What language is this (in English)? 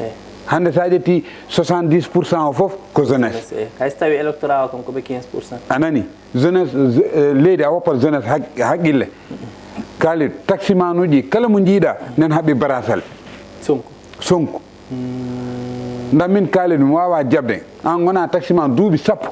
Fula